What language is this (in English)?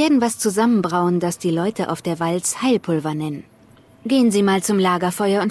Bavarian